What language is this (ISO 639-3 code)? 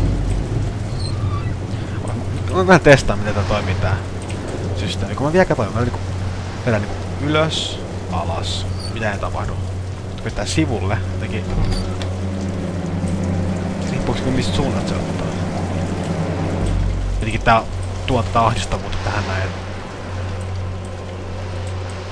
fin